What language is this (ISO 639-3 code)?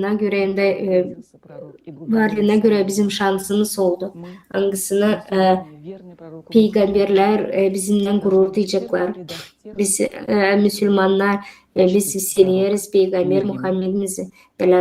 gag